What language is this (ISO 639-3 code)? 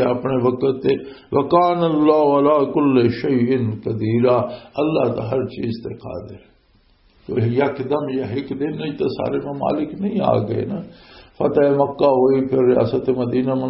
lah